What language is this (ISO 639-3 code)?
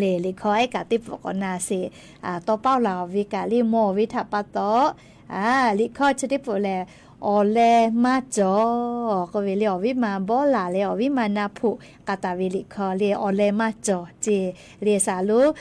lhu